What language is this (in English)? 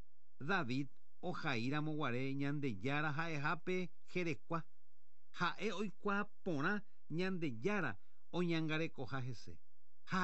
Guarani